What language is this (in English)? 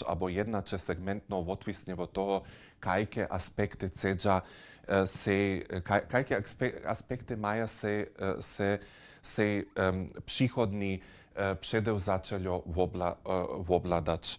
Upper Sorbian